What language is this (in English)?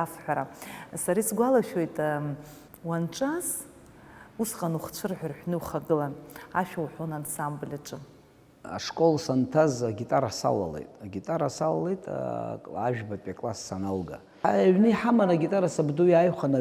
Abkhazian